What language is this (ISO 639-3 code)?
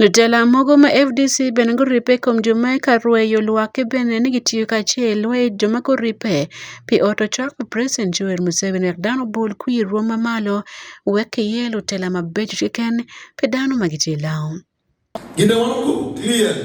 ach